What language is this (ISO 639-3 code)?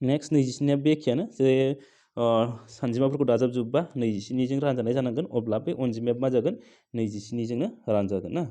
brx